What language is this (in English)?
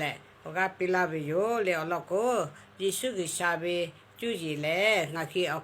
Lahu